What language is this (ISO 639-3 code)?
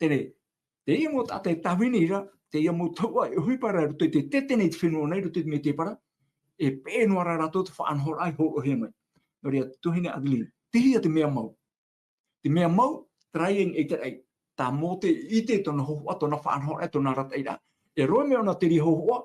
tah